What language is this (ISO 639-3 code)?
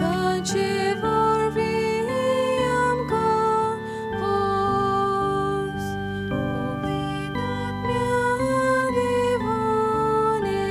kok